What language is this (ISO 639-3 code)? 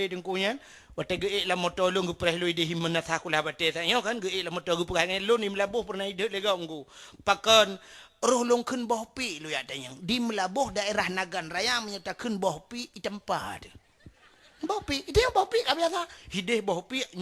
ace